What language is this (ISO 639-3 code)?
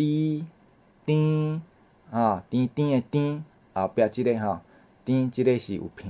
nan